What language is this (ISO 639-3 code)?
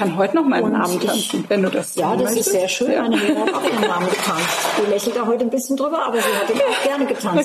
deu